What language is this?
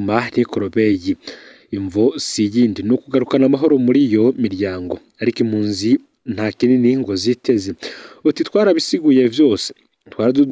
Rundi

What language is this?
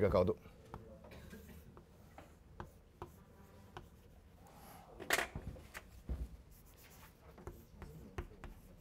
Chinese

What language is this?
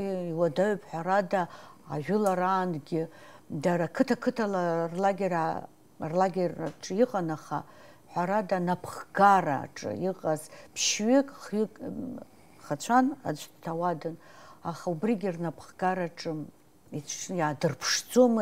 Abkhazian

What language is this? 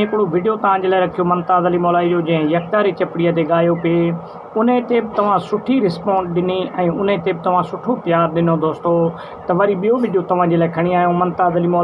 Sindhi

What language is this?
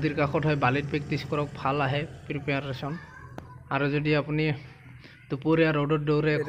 Assamese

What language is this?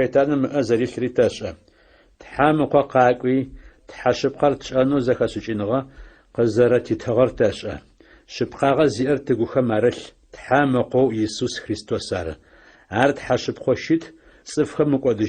Adyghe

